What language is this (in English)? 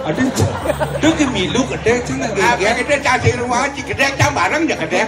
Balinese